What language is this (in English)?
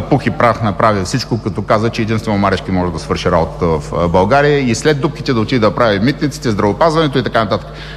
Bulgarian